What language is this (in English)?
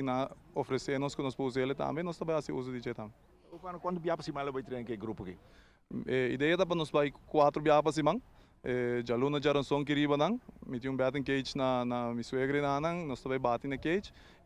Papiamento